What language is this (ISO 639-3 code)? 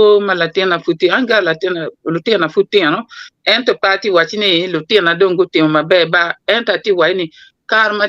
ach